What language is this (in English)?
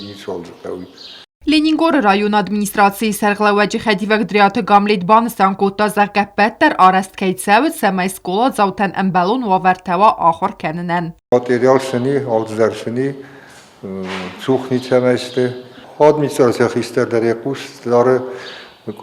Ossetic